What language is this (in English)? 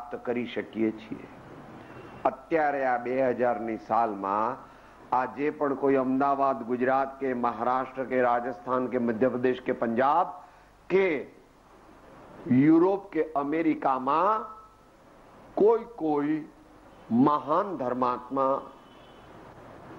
Gujarati